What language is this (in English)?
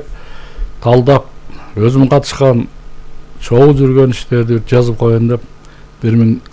Kyrgyz